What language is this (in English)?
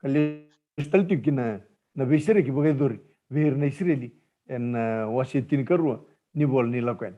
Fijian